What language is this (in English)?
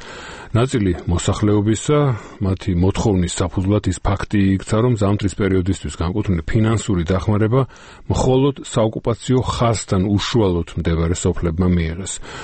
Georgian